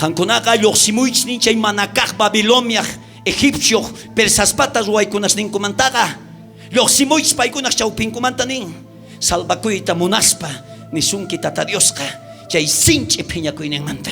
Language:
South Bolivian Quechua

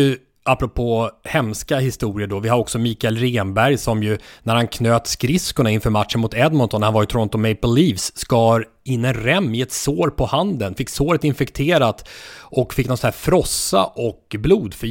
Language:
Swedish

